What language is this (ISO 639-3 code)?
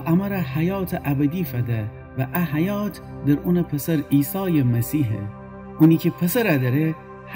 glk